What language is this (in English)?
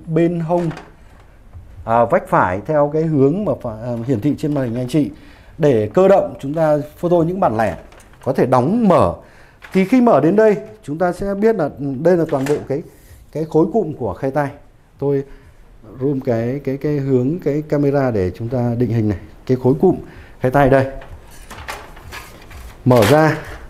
Vietnamese